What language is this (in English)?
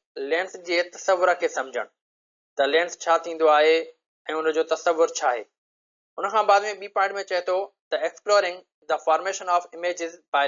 Sindhi